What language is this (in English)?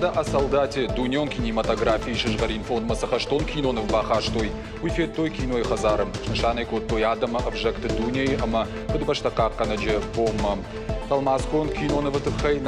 Ossetic